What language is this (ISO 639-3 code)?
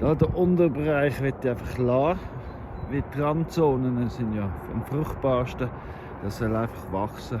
gsw